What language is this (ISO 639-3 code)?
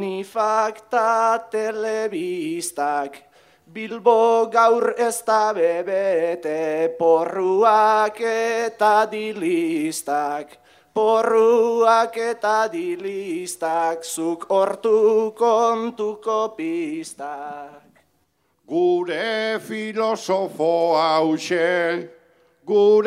eus